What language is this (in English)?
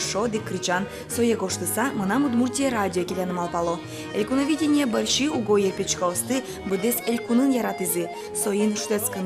Udmurt